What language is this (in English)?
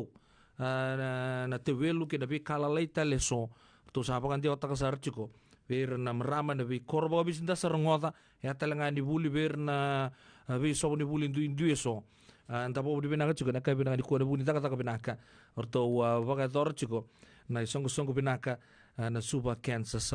Fijian